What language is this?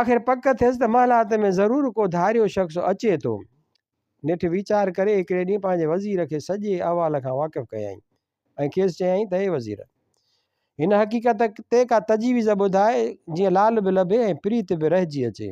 Sindhi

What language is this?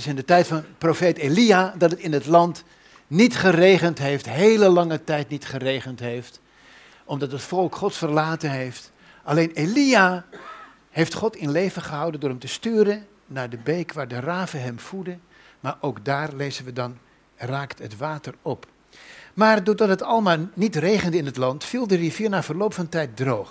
Dutch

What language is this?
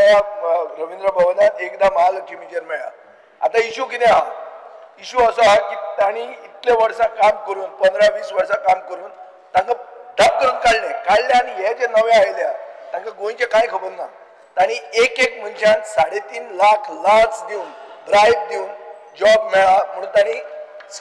Konkani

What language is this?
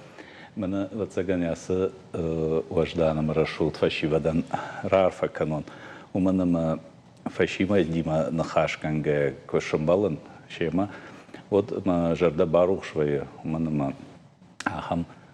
Ossetic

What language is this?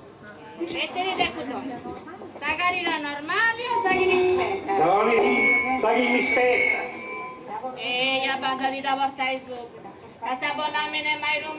Sardinian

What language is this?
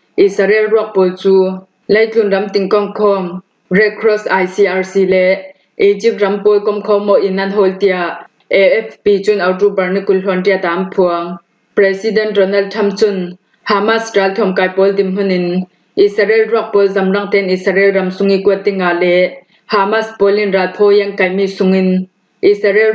Falam Chin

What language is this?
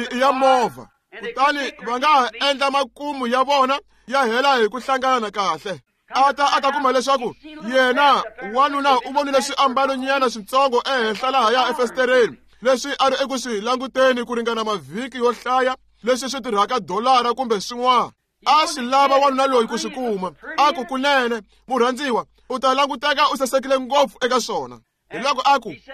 Tsonga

